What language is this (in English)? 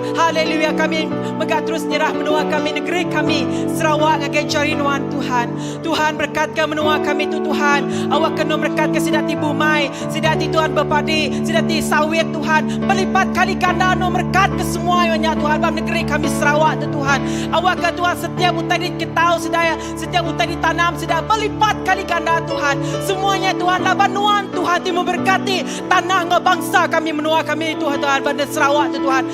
Iban